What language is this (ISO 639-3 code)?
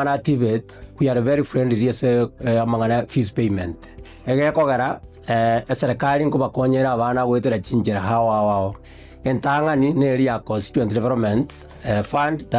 guz